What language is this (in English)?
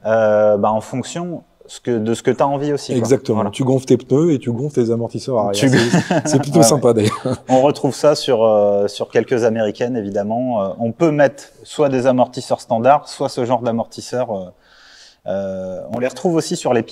French